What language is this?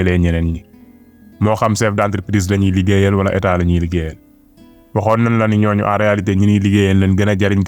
Wolof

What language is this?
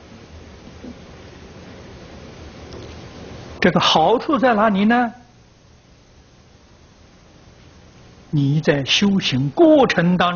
Chinese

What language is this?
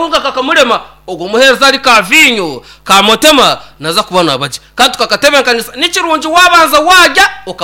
Nyankole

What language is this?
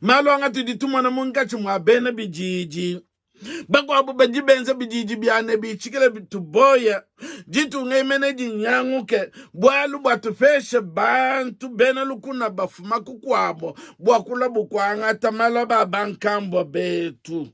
Luba-Lulua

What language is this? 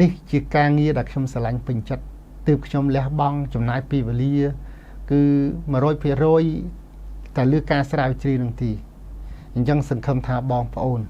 Khmer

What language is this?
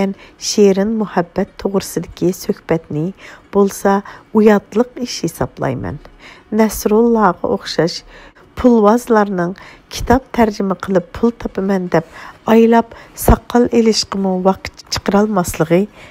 Uyghur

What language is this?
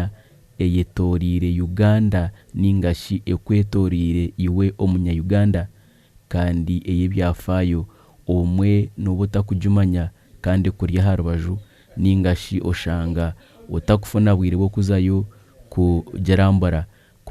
Nyankole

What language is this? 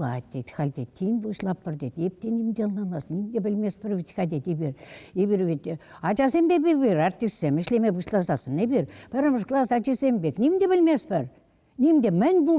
Chuvash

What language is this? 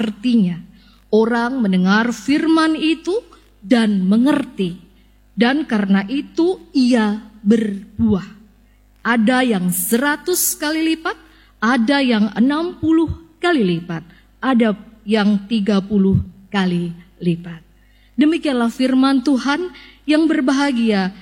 Indonesian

